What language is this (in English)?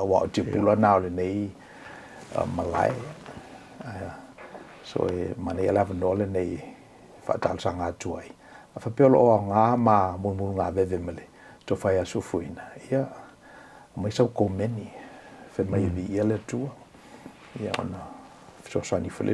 Samoan